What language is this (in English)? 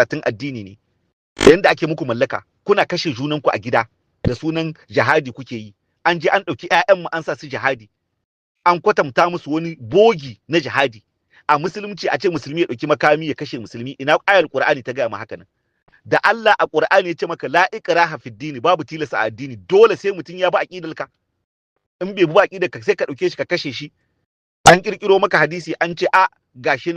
Hausa